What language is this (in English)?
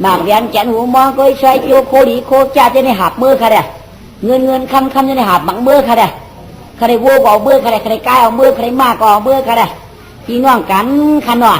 Shan